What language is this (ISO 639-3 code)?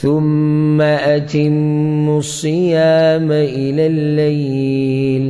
pus